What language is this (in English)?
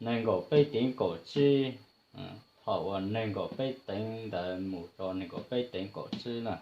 Hmong